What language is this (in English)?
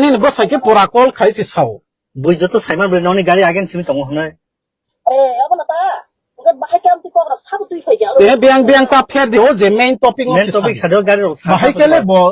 Kok Borok